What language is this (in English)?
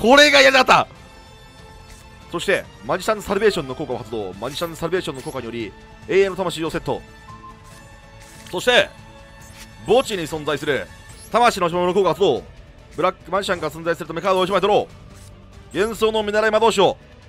Japanese